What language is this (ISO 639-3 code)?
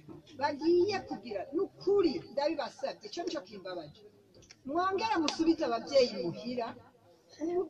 run